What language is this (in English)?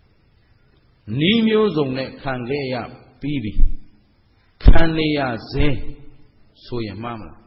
Burmese